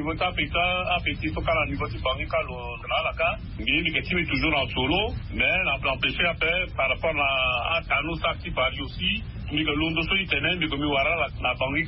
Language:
Sango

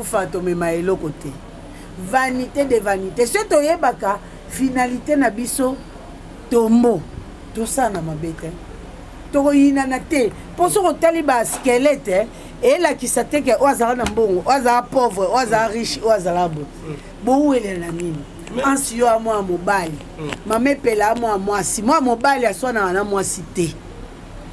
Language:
Lingala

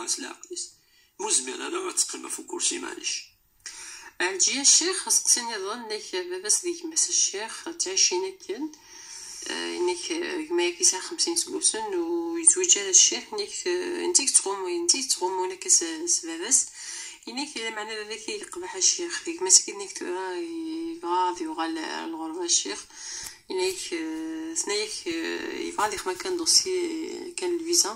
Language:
Kabyle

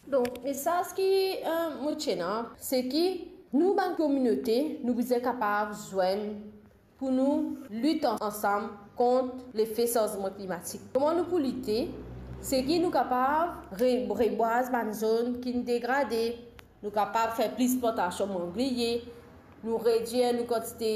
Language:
Morisyen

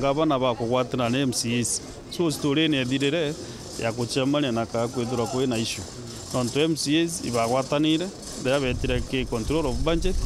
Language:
Meru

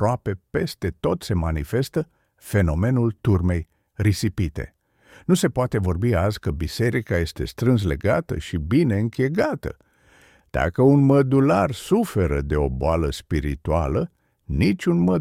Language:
Romanian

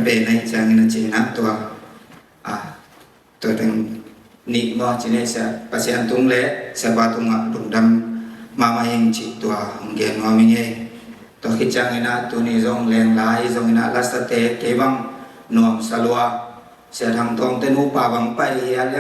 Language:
Tedim Chin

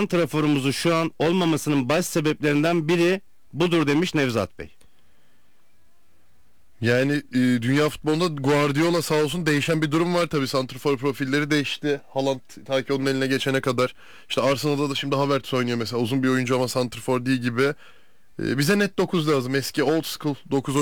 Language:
Turkish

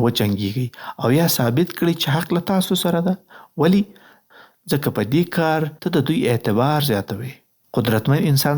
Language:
Pashto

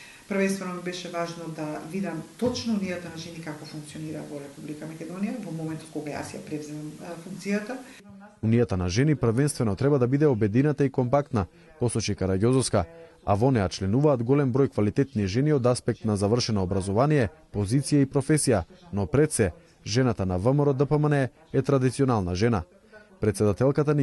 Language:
Macedonian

